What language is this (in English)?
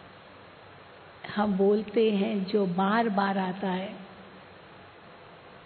Hindi